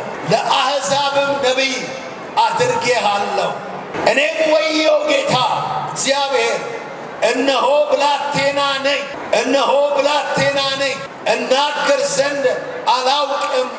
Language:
Amharic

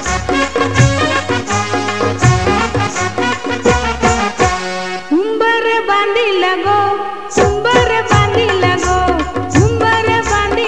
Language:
Marathi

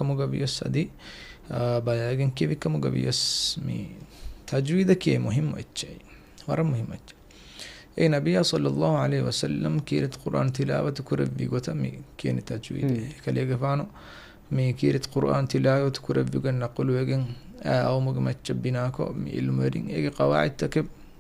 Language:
Divehi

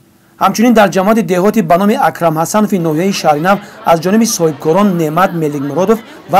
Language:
Tajik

